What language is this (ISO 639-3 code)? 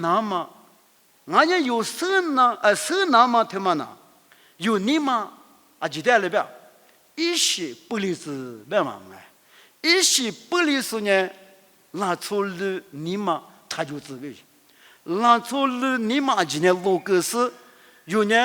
lis